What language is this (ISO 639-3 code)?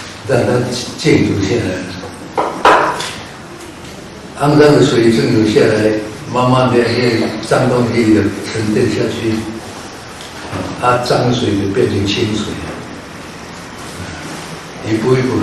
zho